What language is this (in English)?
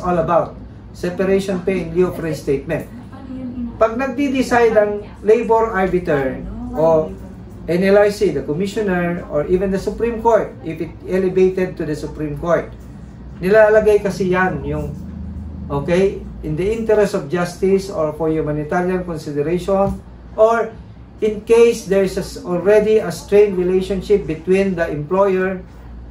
Filipino